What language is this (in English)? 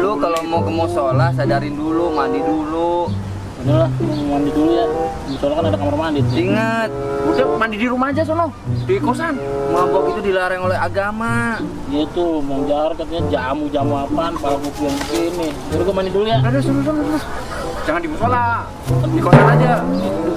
Betawi